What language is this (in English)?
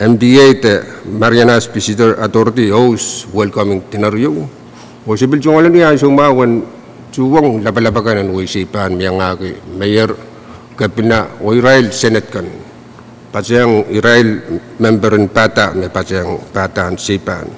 Pohnpeian